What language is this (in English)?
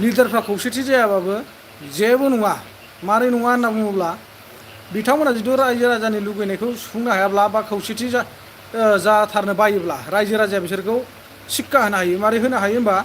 Bodo